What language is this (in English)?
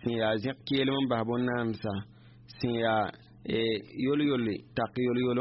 Mossi